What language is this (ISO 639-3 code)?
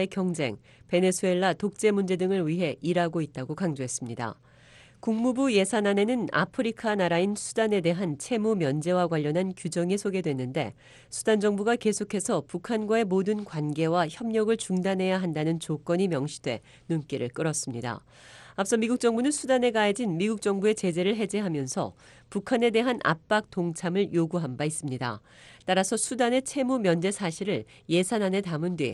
kor